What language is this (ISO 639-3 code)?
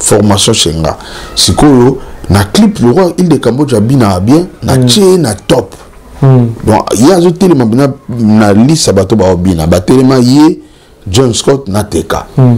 lin